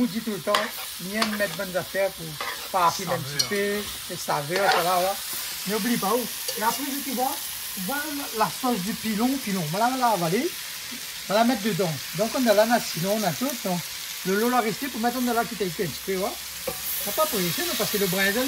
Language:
Réunion Creole French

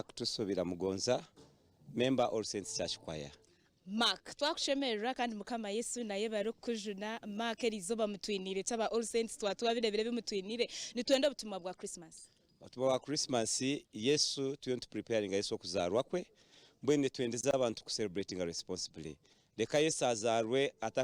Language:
Nyankole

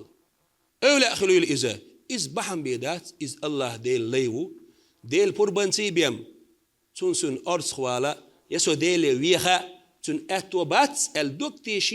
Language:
Chechen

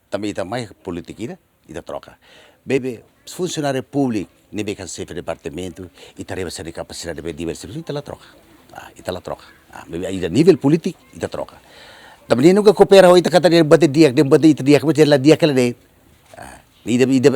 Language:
Tetum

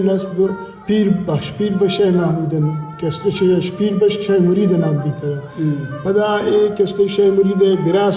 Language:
Baluchi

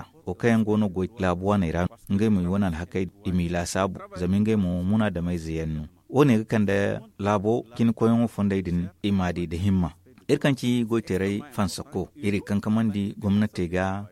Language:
Zarma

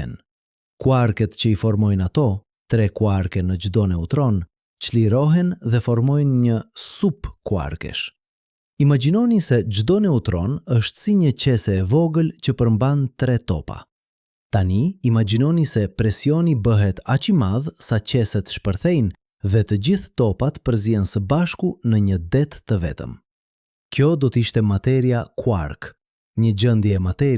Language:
Albanian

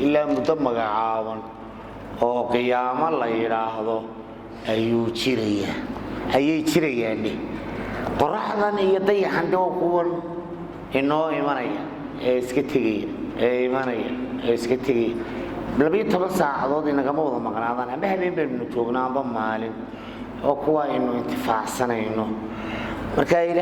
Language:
Somali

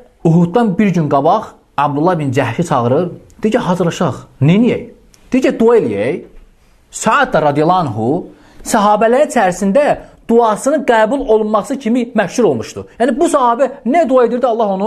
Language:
Azerbaijani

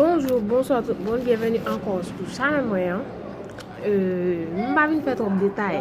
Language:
Haitian Creole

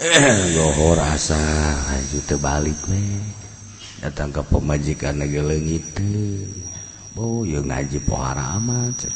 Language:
Sundanese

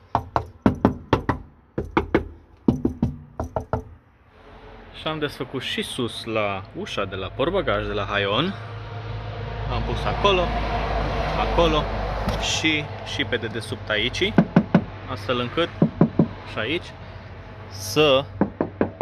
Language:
Romanian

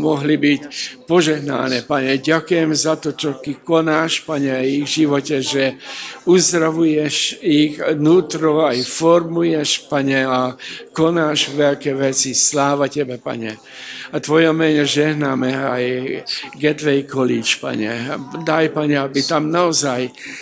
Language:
Slovak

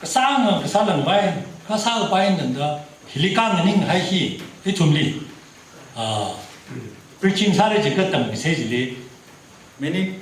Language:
Tangkhul Naga (India)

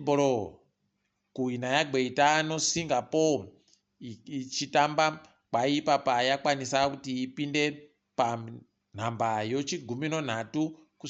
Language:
Ndau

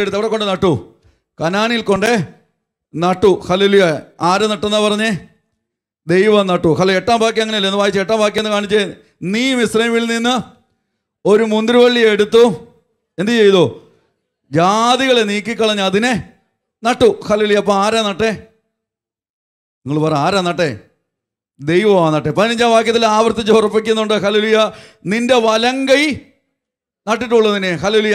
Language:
Malayalam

